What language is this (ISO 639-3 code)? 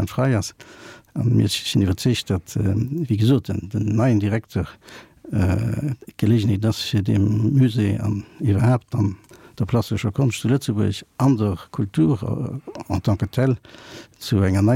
ltz